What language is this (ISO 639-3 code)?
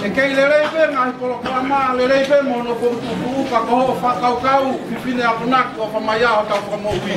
ton